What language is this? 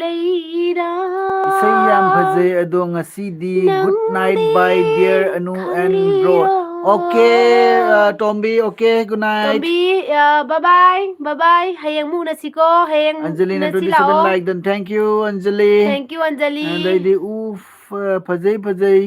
Manipuri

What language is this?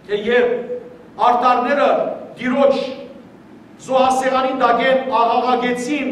Western Armenian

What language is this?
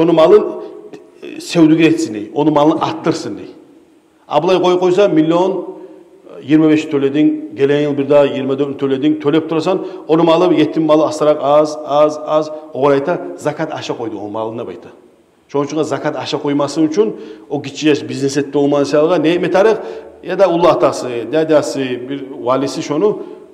Kumyk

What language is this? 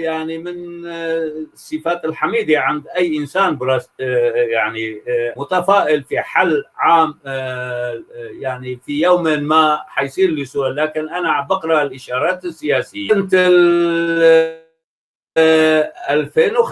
North Levantine Arabic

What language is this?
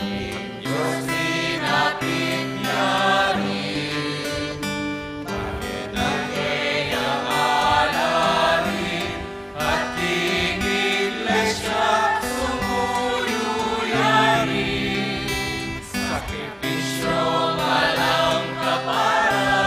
Pampanga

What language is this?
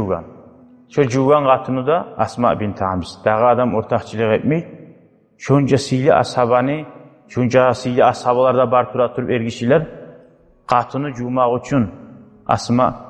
Kumyk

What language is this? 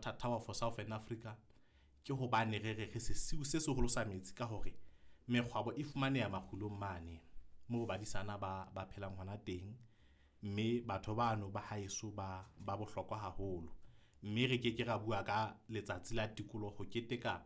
Southern Sotho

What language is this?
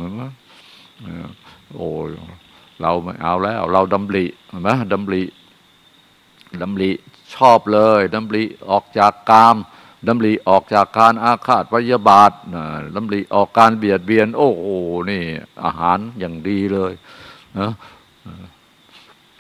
Thai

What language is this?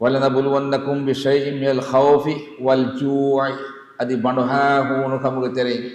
Divehi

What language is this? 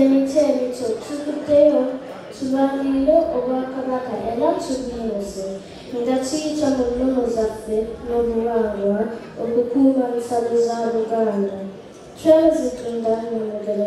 Ganda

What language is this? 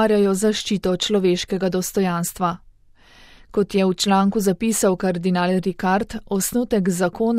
Slovenian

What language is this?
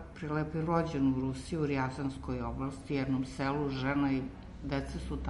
Serbian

